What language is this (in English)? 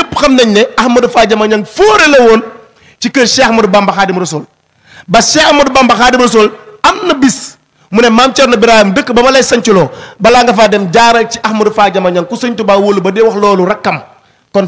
Wolof